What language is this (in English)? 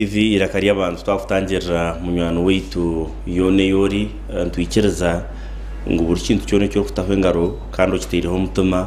Nyankole